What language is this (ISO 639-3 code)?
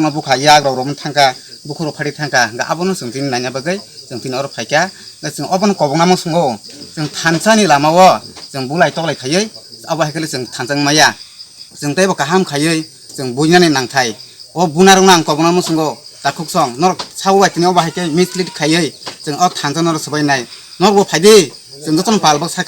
trp